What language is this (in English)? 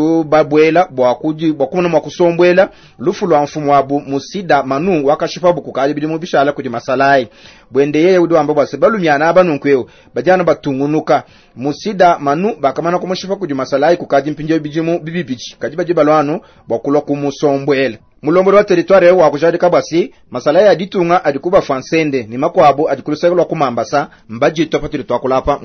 Luba-Lulua